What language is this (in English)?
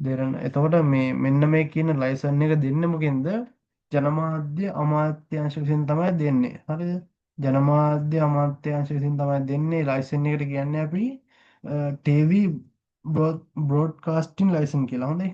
Sinhala